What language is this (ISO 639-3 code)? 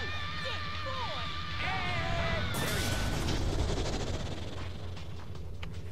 eng